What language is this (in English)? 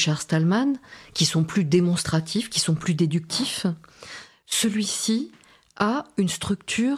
French